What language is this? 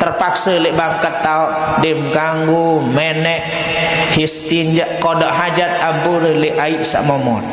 Sasak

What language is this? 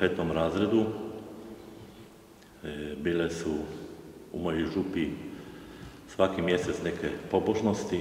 Croatian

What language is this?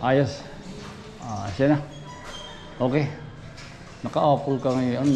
Waray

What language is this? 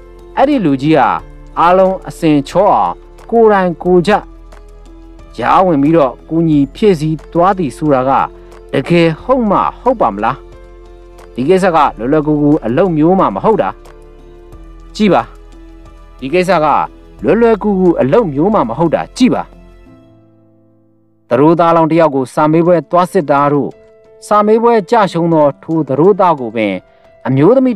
Burmese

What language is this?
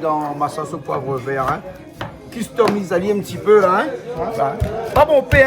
Réunion Creole French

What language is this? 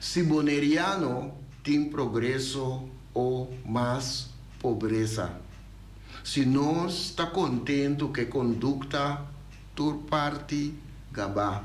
Papiamento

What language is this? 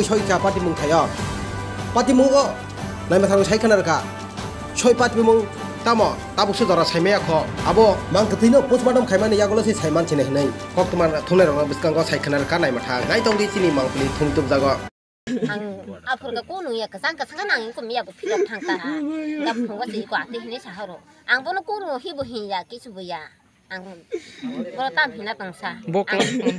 Kok Borok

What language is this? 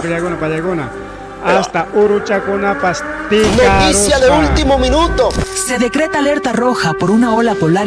Ayacucho Quechua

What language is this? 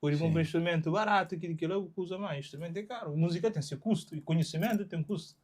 Kabuverdianu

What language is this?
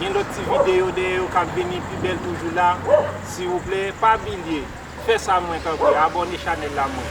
Haitian Creole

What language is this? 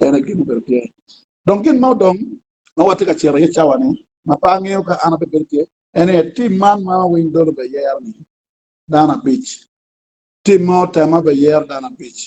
Acoli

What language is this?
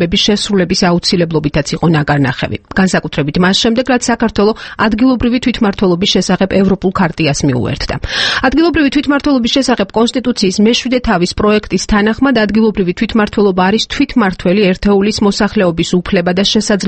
Georgian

